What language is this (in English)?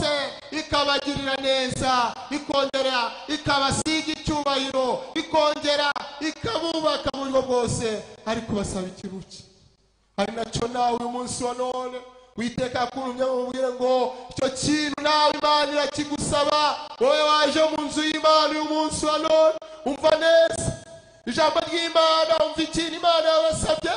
Kinyarwanda